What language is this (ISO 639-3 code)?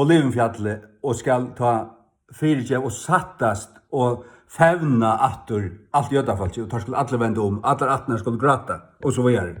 fao